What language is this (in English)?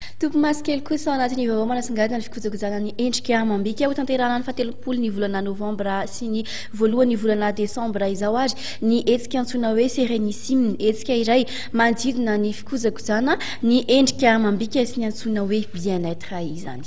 Malagasy